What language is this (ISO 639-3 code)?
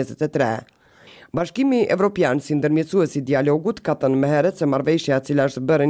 sqi